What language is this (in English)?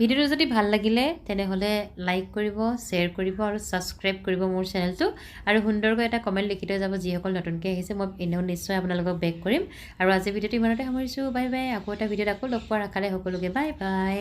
Assamese